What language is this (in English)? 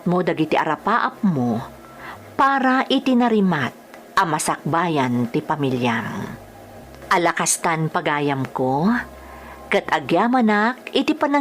Iloko